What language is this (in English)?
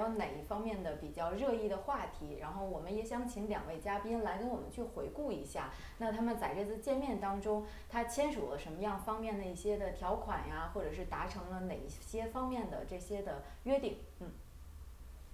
Chinese